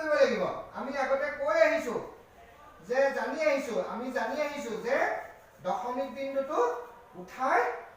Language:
Assamese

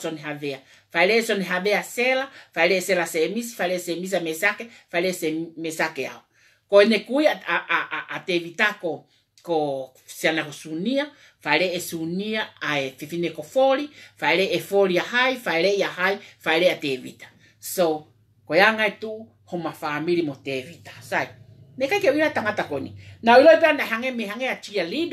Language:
Tongan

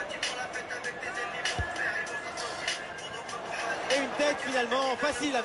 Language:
French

